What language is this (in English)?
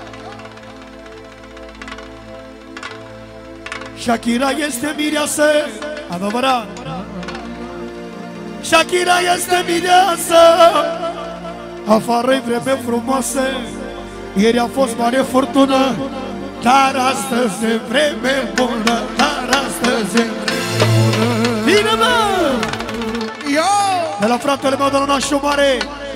Romanian